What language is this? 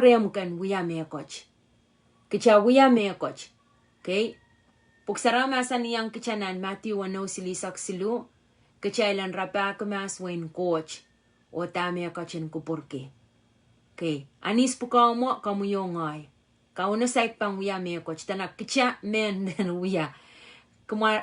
Pohnpeian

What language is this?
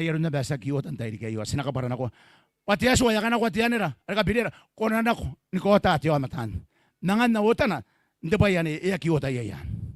Gilbertese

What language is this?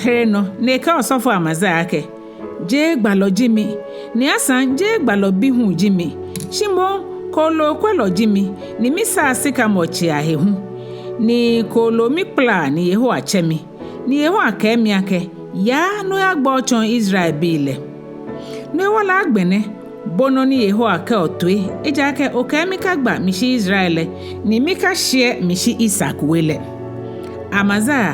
Ga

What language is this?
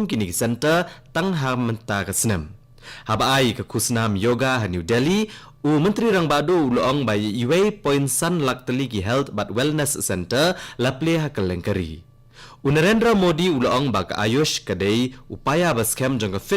Khasi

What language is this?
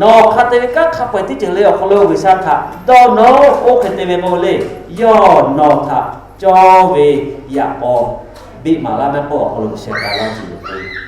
Lahu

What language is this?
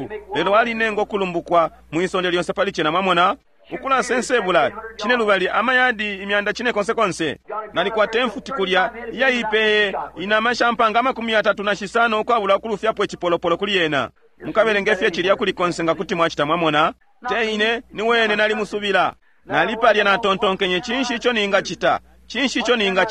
Bemba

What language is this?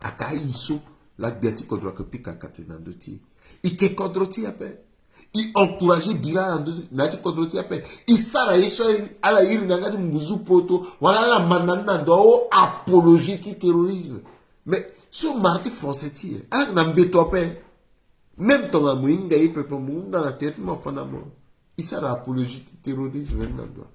Sango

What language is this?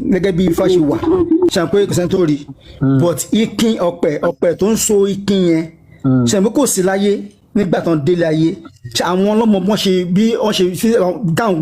Yoruba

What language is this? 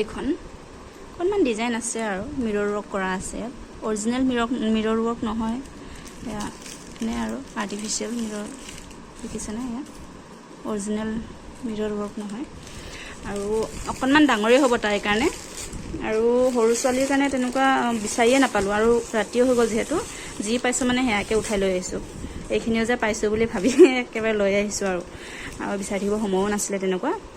Assamese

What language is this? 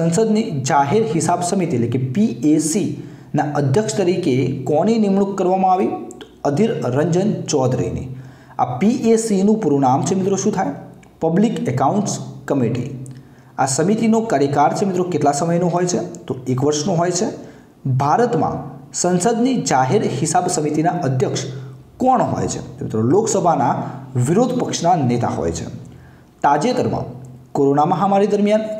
Gujarati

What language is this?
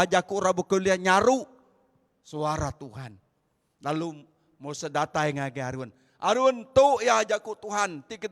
Iban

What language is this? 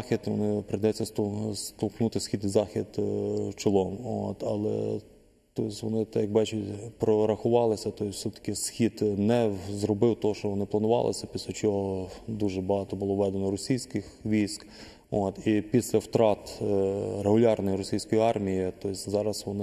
Ukrainian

